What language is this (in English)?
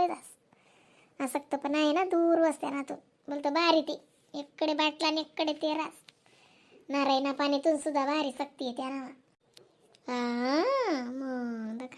Khandesi